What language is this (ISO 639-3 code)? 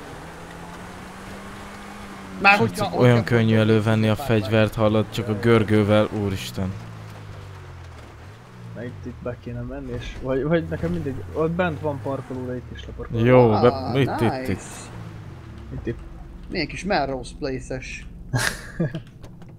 hun